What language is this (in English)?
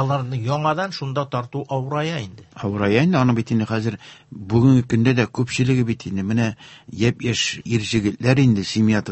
Tatar